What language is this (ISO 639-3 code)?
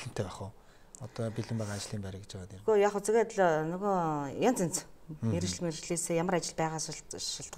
mon